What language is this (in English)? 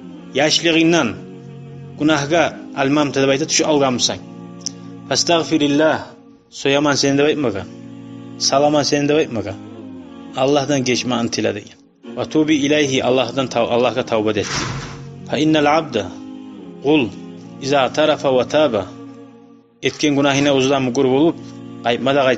Kumyk